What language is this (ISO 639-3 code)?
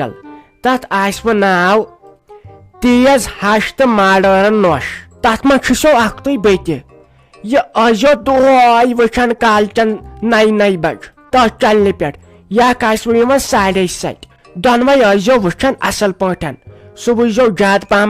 kas